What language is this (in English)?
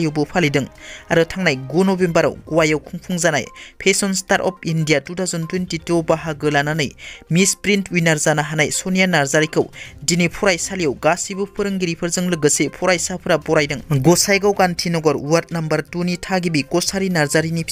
Bodo